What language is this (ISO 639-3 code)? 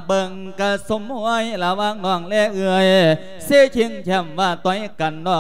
lao